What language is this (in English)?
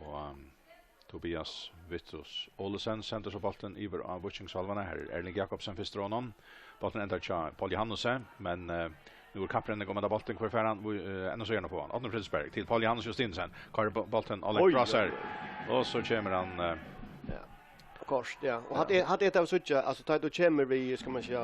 Faroese